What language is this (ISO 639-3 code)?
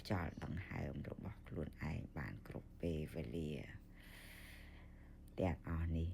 khm